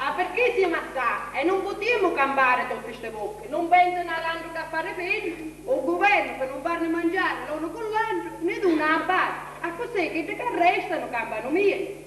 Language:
Sicilian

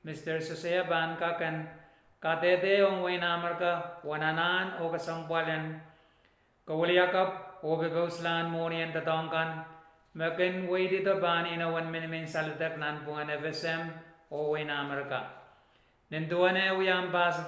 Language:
Pohnpeian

